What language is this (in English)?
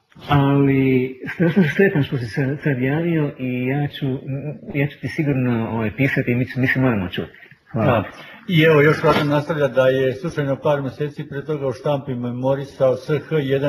Croatian